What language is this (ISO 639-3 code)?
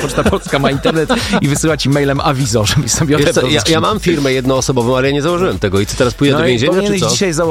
pol